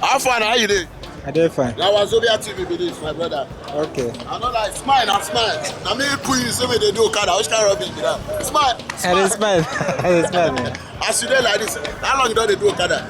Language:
Nigerian Pidgin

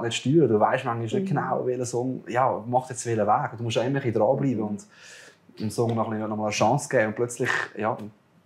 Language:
Swiss German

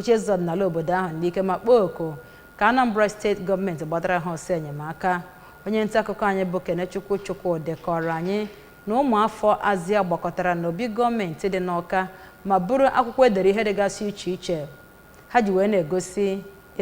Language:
Igbo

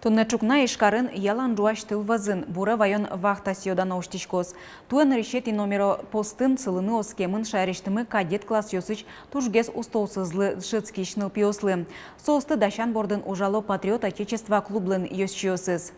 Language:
Udmurt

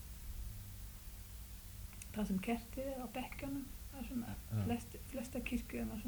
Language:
Icelandic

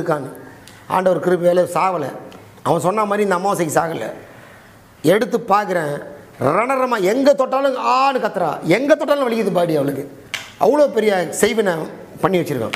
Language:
Tamil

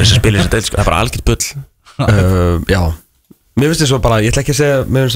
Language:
Icelandic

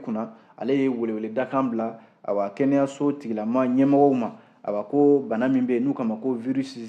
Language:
Bambara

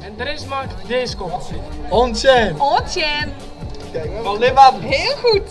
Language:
Western Frisian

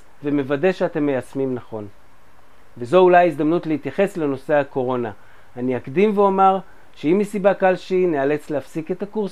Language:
Hebrew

